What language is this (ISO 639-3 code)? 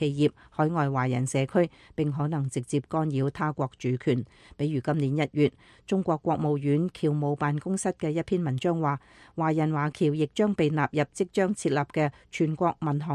yue